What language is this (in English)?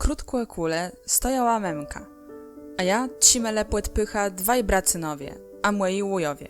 Kashubian